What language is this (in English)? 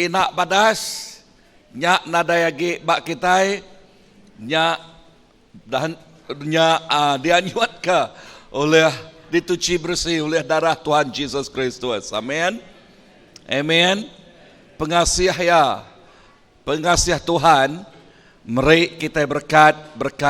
Iban